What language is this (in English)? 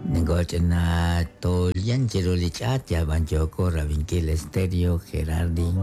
Kekchí